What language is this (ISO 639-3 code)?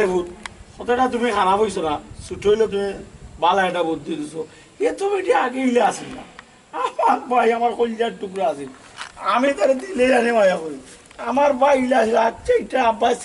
syl